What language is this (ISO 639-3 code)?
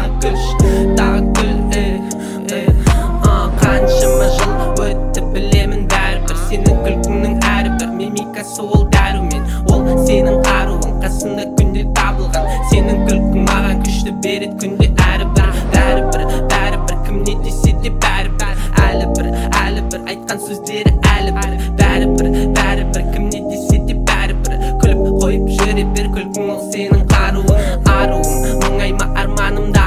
kaz